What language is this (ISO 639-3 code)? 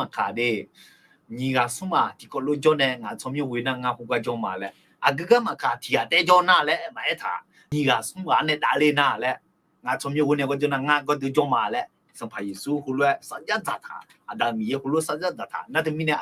ahk